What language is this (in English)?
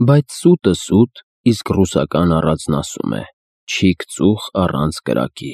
Armenian